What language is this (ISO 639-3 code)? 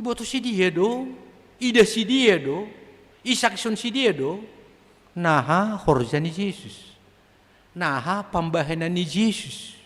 bts